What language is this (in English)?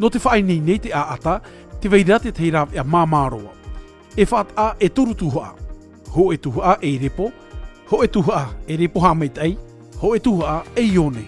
Tahitian